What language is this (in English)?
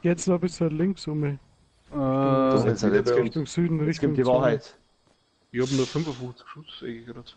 Bavarian